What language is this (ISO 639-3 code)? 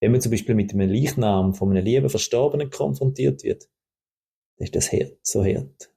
gsw